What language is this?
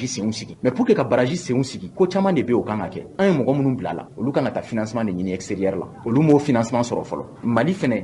Bambara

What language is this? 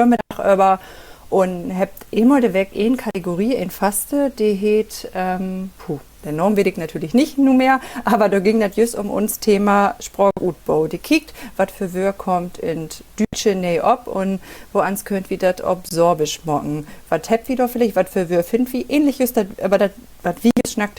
Low German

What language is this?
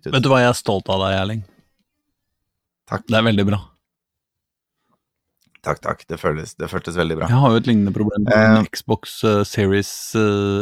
Norwegian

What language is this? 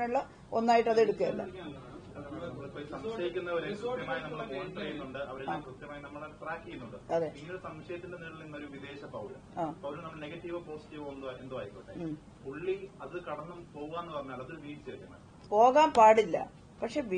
Malayalam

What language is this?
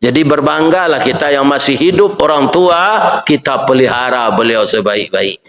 Minangkabau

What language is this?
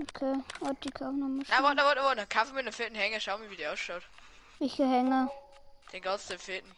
Bavarian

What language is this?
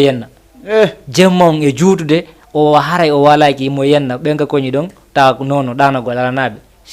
Fula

